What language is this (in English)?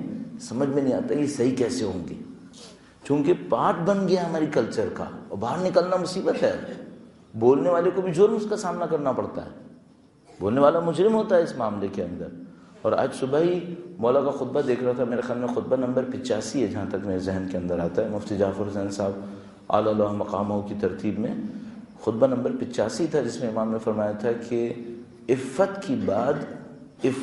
Urdu